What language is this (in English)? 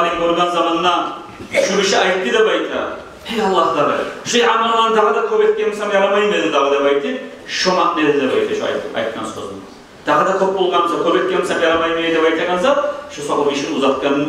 Kumyk